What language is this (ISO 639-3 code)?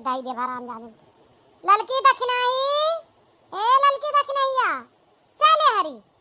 awa